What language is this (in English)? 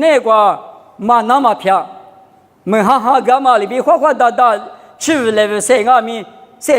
Lisu